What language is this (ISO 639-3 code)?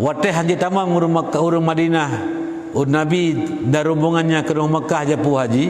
ace